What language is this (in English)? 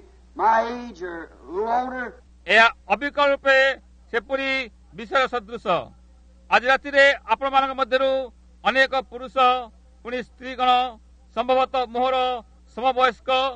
Odia